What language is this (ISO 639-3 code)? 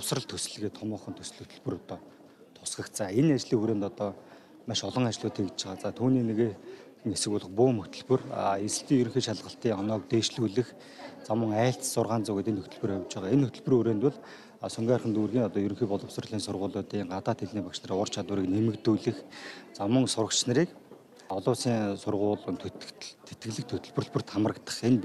mon